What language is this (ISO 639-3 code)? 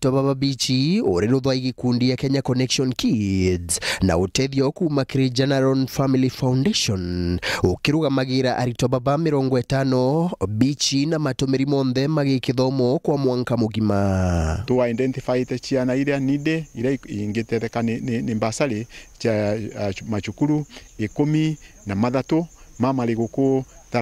mer